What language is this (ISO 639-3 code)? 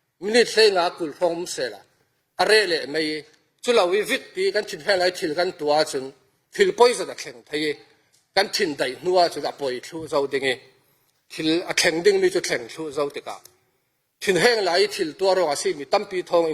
cfm